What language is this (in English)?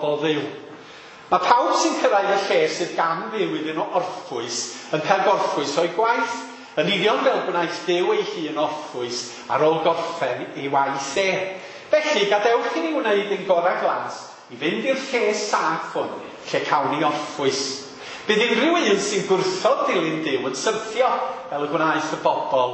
Welsh